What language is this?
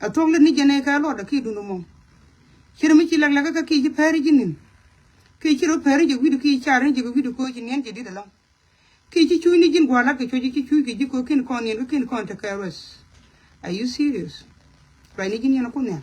Nuer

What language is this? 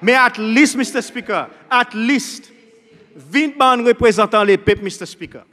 Seselwa Creole French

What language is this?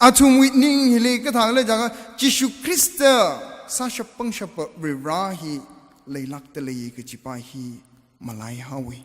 Tangkhul Naga (India)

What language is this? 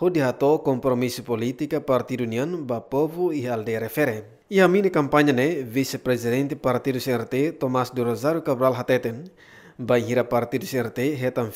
Tetum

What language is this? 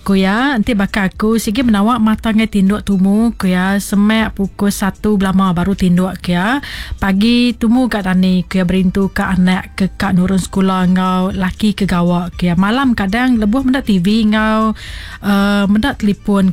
Iban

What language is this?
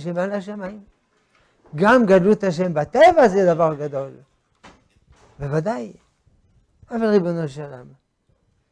Hebrew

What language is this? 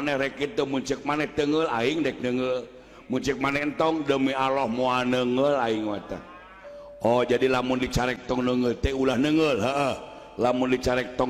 Sundanese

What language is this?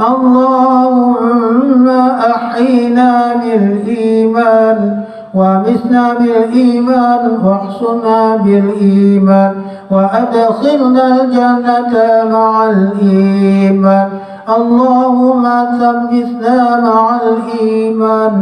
Achinese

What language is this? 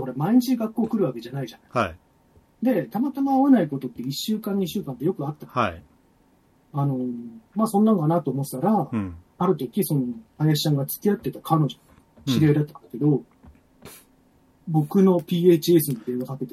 Japanese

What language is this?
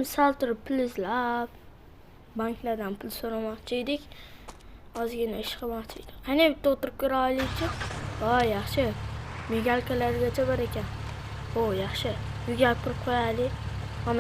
Uzbek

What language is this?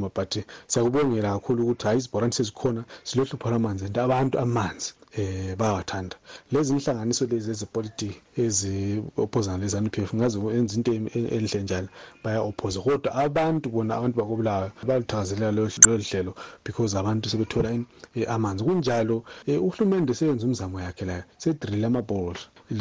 North Ndebele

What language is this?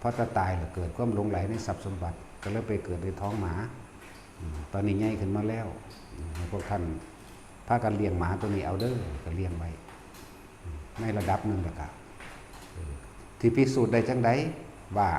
Northeastern Thai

